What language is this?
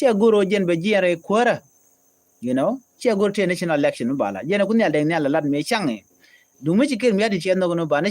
Nuer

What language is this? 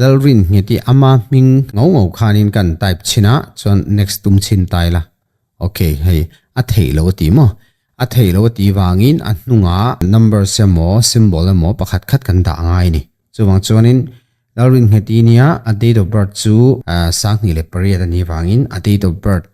Mizo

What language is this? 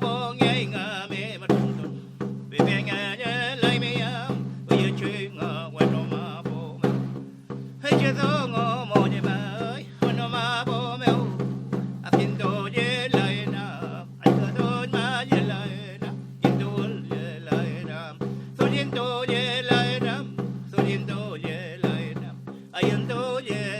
Mapuche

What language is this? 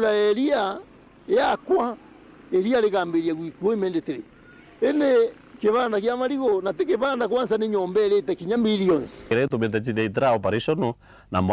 Meru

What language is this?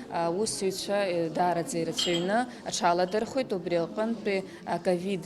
Abkhazian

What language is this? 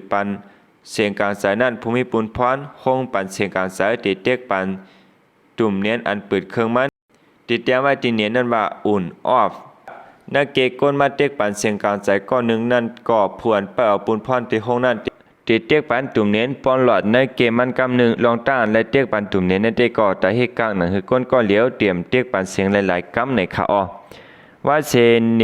Shan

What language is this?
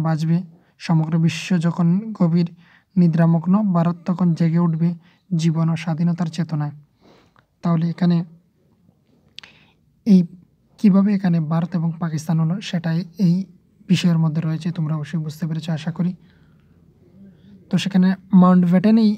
Bangla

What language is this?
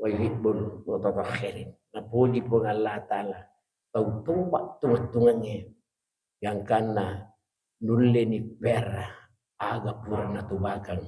Buginese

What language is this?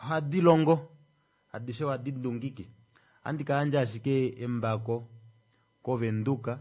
Kuanyama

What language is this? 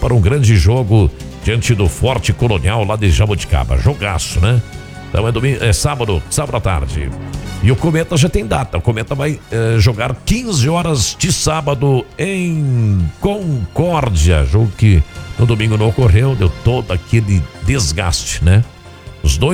Portuguese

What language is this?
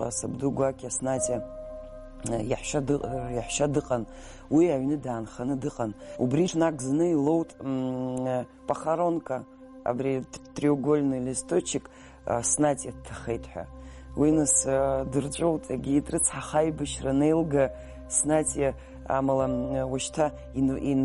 Abkhazian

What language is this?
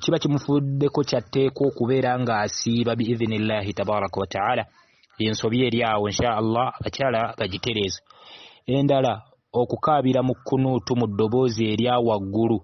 Ganda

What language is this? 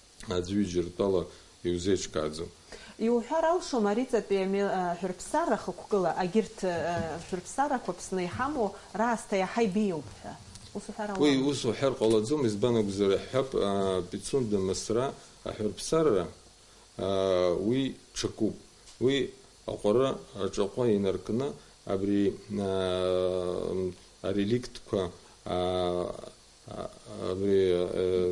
Abkhazian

